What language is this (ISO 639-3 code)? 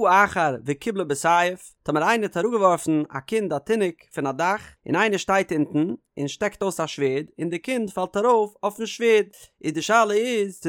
yid